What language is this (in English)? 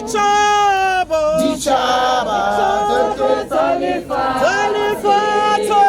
Southern Sotho